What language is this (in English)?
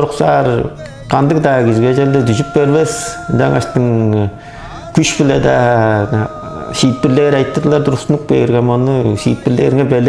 Tuvinian